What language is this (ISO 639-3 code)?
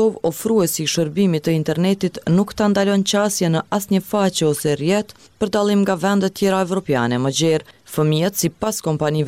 sqi